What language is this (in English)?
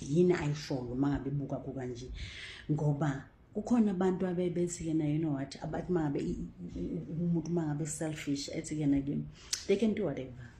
Zulu